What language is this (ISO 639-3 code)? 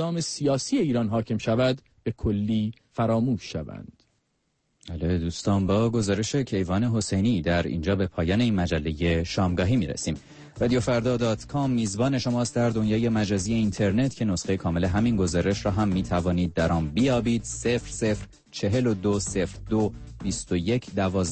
fas